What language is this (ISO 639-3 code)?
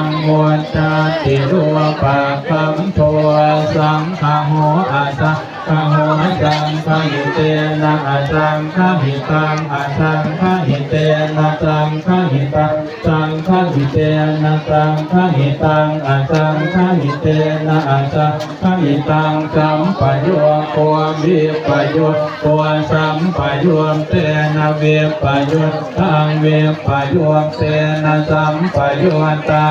pli